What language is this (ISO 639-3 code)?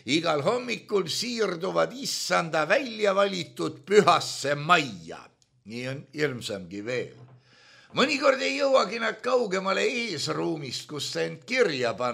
est